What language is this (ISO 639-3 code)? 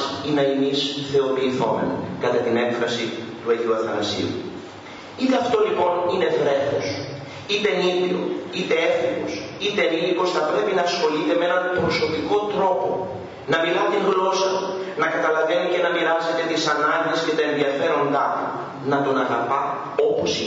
ell